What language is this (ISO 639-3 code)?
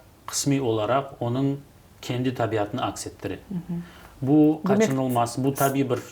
crh